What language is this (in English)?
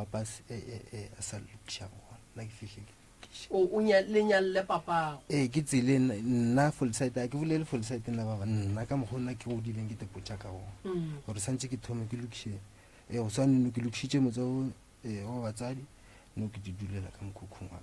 Northern Sotho